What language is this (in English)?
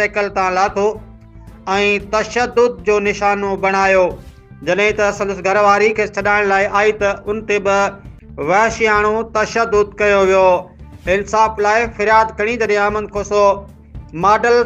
Sindhi